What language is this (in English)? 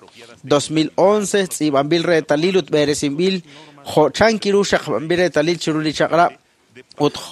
Kekchí